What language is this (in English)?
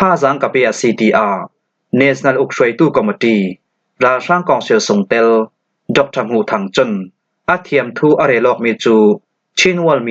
Falam Chin